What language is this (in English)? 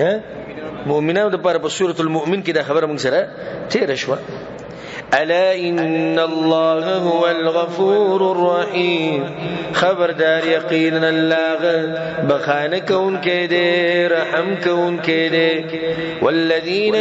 Pashto